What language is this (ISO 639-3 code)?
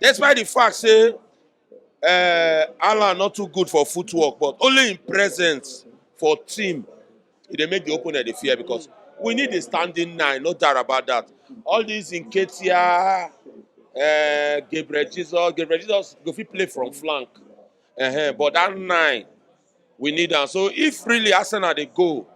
pcm